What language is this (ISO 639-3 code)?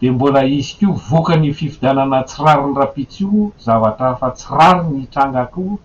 mlg